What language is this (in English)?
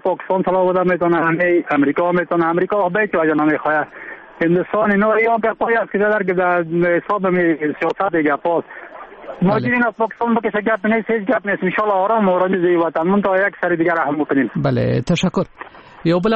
Persian